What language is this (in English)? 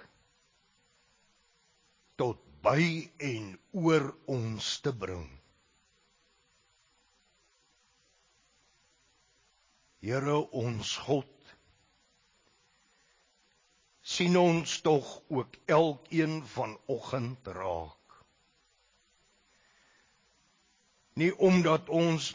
Afrikaans